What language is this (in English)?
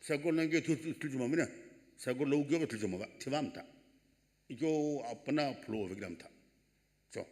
Sumi Naga